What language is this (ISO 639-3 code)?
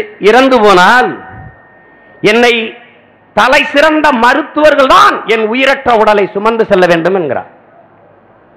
tam